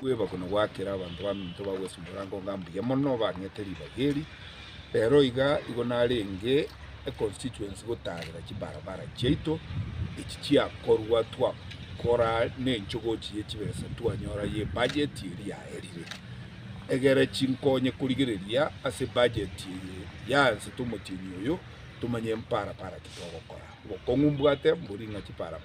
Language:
Gusii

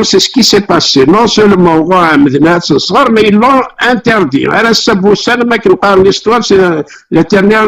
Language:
Kabyle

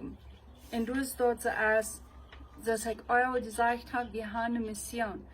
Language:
Plautdietsch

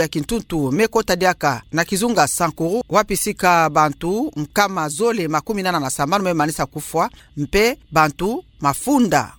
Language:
Kituba (Democratic Republic of Congo)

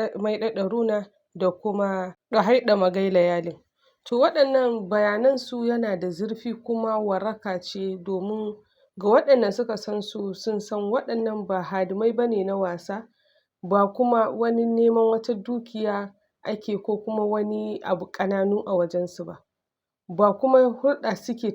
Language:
Hausa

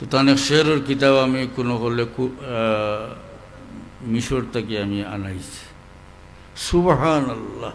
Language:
Sylheti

